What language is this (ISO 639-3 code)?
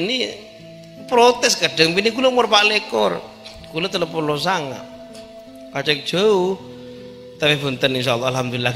mad